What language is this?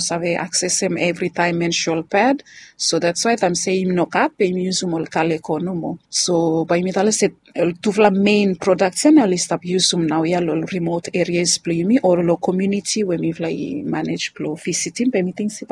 Bislama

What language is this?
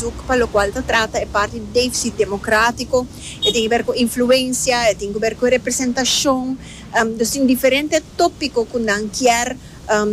Papiamento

